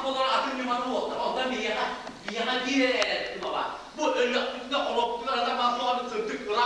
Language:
Yakut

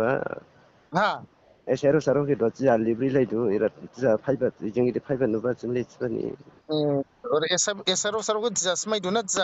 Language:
Dimasa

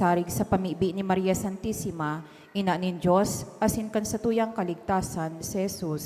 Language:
Bikol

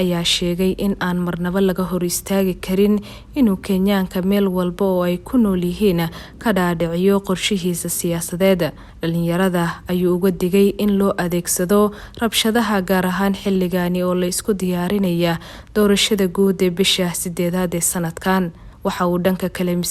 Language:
Somali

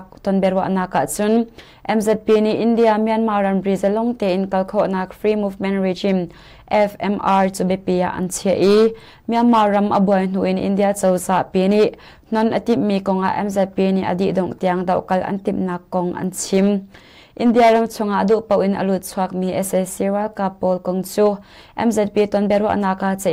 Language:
Hakha Chin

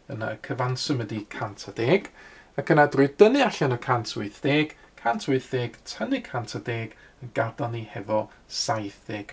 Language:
Welsh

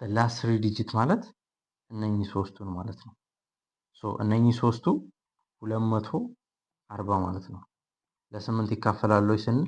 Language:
Amharic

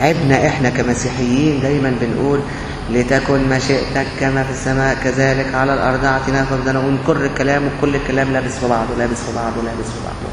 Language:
Egyptian Arabic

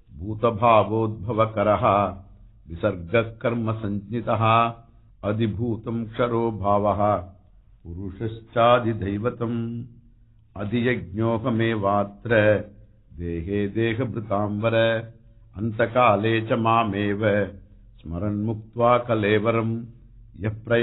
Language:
Sanskrit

